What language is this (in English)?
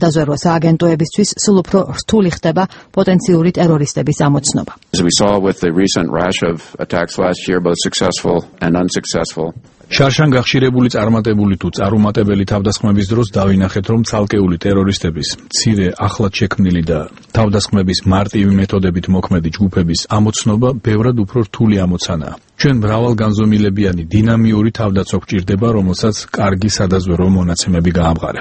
Georgian